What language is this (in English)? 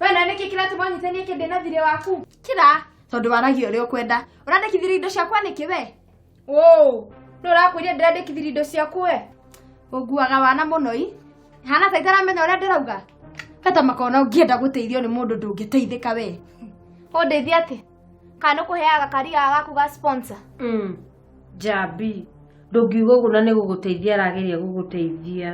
Kikuyu